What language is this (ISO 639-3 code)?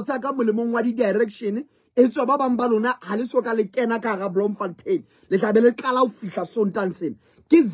sot